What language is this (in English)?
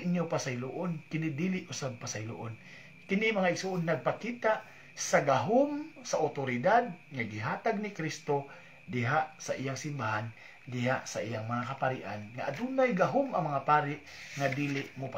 Cebuano